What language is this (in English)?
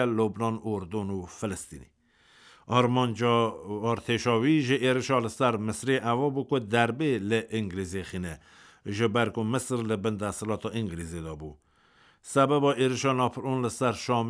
Kurdish